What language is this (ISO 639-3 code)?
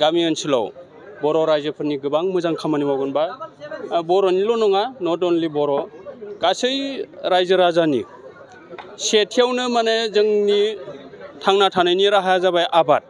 brx